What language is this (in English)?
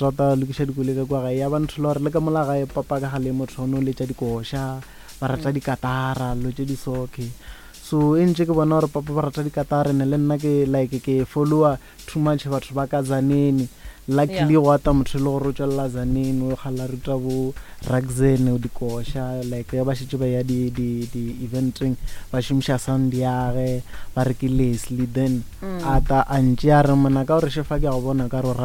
Northern Sotho